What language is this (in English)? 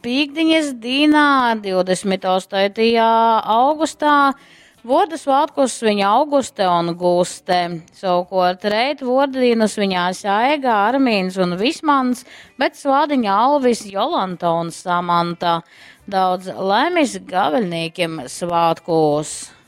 Latgalian